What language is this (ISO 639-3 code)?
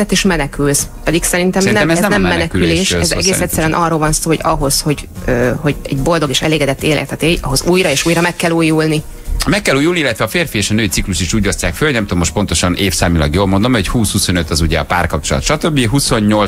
hun